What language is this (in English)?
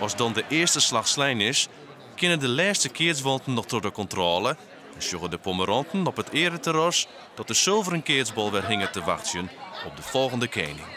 Western Frisian